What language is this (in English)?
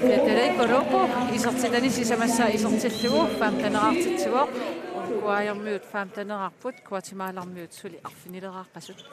Kalaallisut